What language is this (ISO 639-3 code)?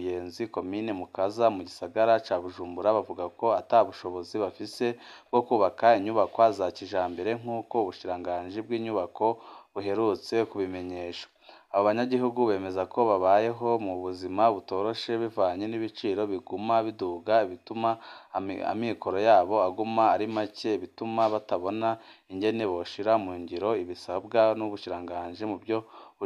run